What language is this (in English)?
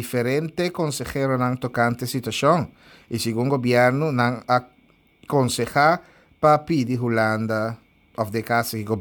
Papiamento